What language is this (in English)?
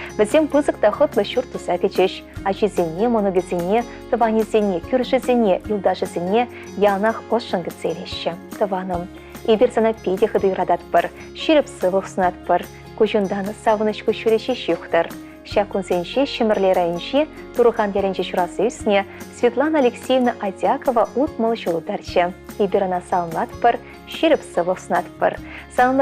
Chuvash